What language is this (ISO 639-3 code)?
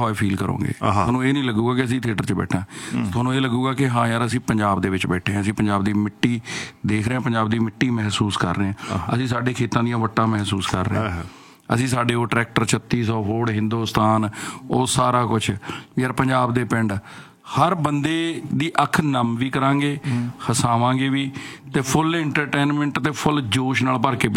pan